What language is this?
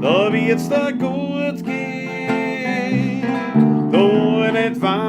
Bavarian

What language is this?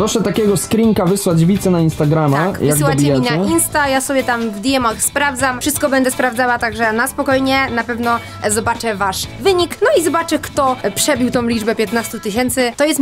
Polish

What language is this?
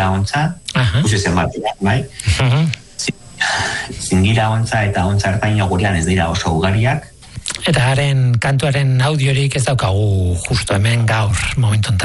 Basque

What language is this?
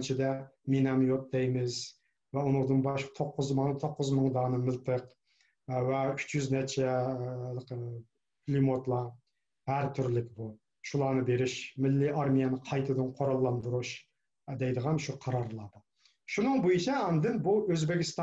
Uyghur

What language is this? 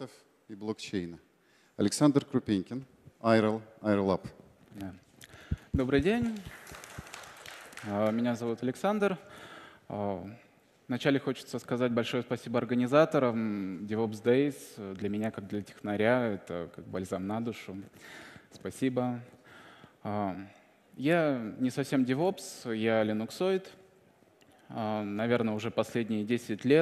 Russian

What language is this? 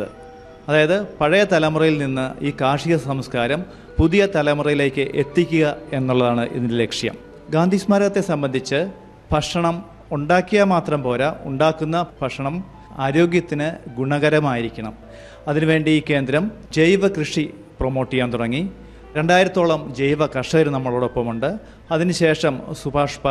Malayalam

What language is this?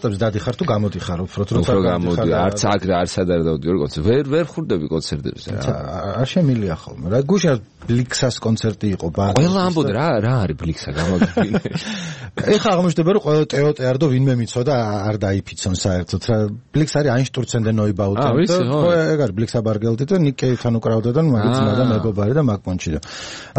Georgian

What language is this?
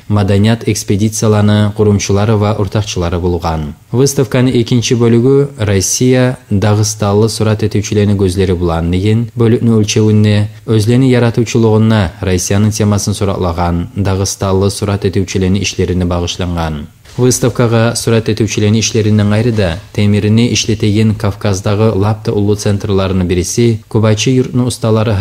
Kumyk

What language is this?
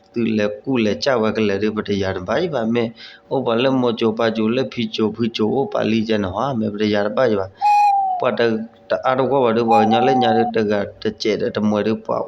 S'gaw Karen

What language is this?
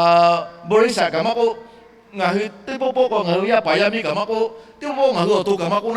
Lahu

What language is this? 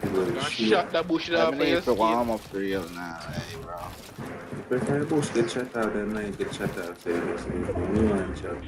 Jamaican Creole English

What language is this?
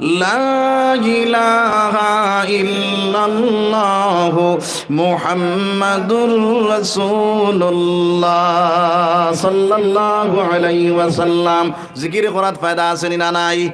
Sylheti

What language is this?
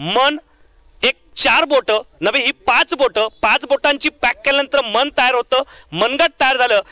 Marathi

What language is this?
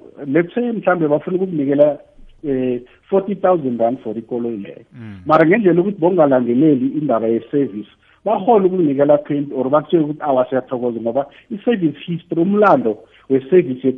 South Ndebele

